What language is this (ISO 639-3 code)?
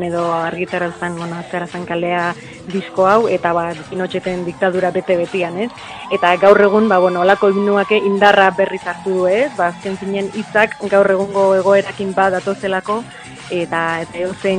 eus